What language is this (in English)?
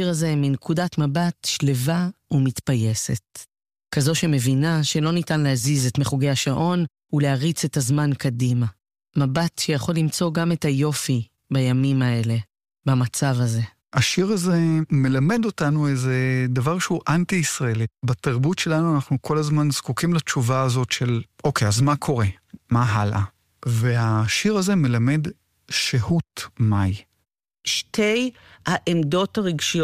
Hebrew